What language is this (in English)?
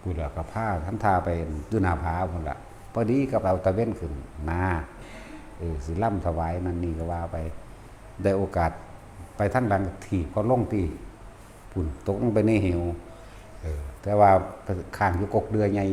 Northeastern Thai